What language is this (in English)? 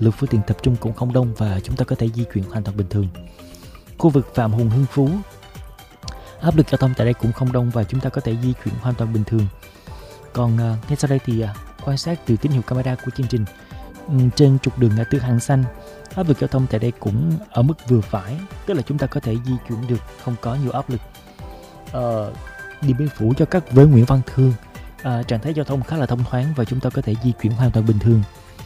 Vietnamese